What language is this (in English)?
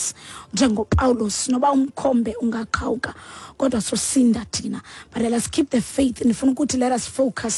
Xhosa